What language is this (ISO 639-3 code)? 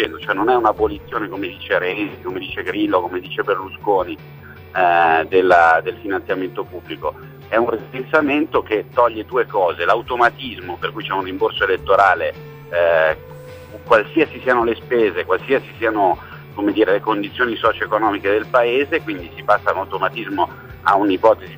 ita